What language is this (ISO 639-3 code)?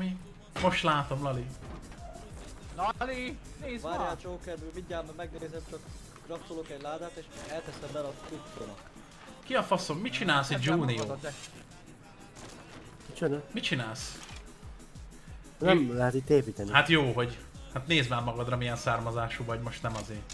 hun